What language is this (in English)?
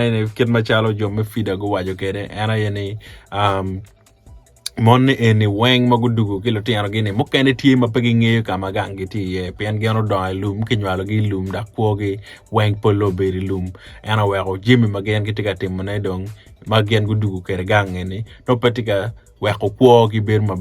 Acoli